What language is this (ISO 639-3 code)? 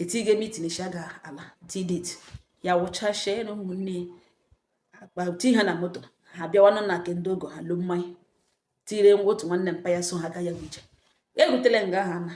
ibo